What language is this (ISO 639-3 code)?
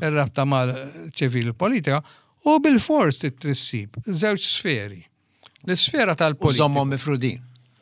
mlt